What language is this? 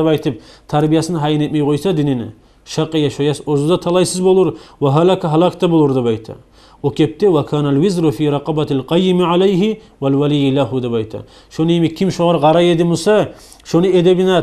Kumyk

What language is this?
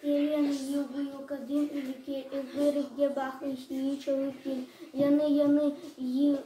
Crimean Tatar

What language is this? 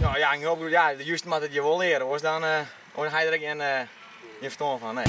Western Frisian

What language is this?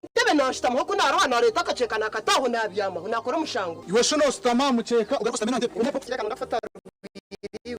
Nyankole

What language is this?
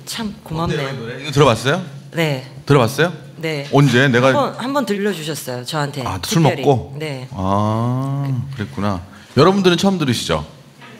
Korean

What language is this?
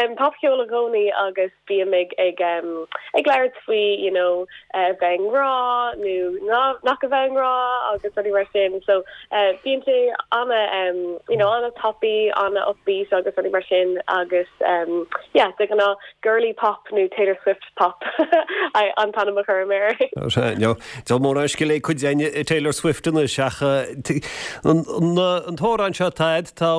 Irish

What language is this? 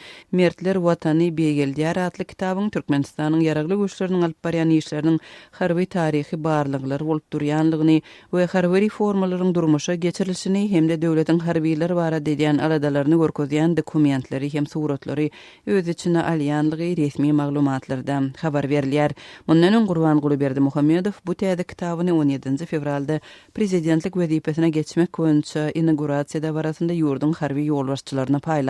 Turkmen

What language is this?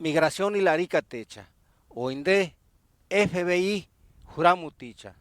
Purepecha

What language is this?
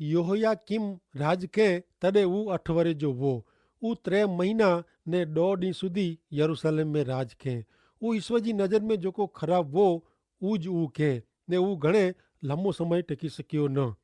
Kachhi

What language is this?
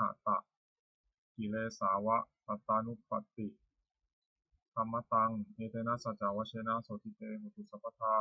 Pali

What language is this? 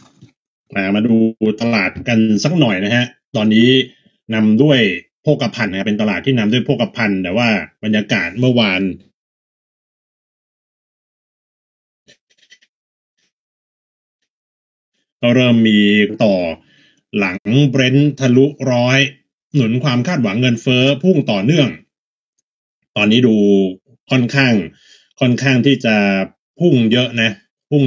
Thai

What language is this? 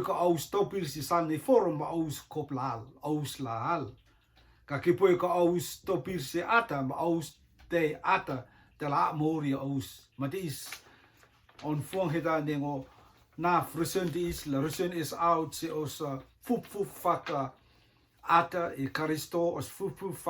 Rotuman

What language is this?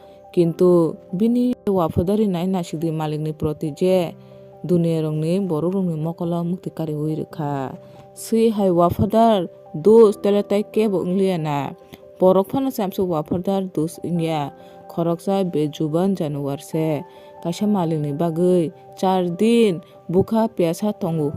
Kok Borok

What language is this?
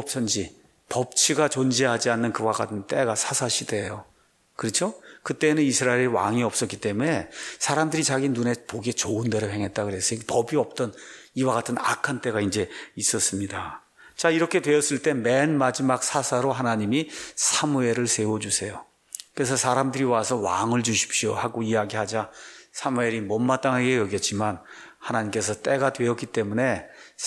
Korean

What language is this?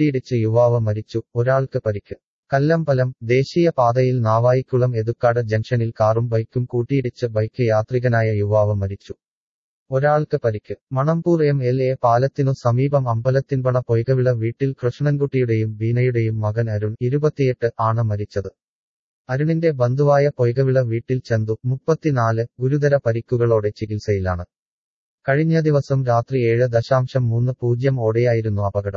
Malayalam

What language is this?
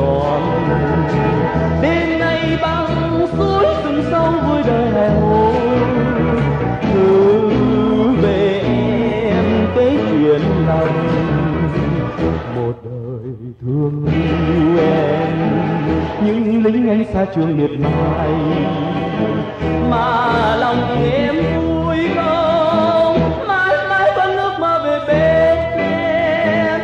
Vietnamese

